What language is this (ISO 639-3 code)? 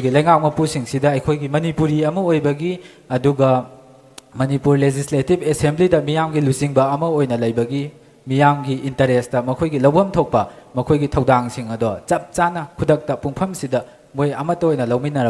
mni